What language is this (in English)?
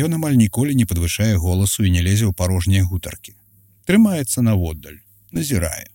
Belarusian